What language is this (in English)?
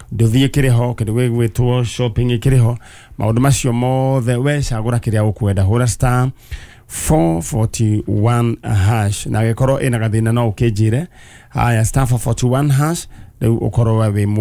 Kikuyu